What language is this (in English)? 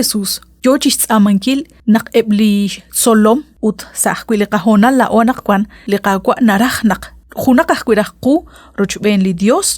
Kekchí